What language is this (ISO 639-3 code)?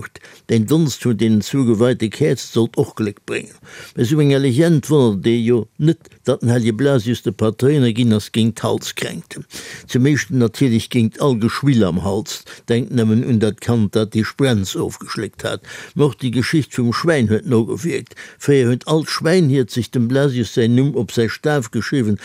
ltz